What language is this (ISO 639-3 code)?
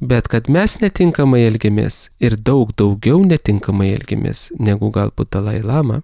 lit